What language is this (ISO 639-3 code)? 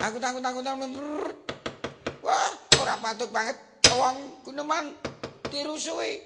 jav